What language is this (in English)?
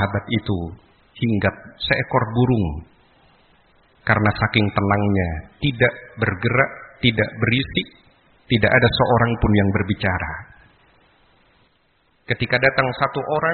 Indonesian